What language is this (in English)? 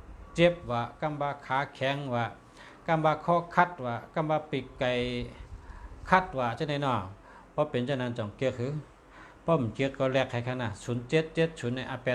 Shan